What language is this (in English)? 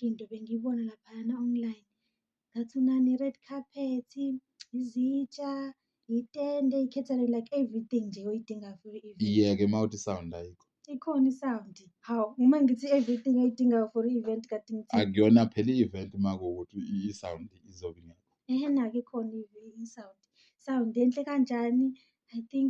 Zulu